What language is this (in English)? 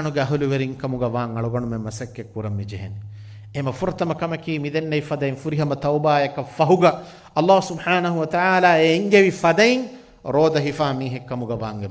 Divehi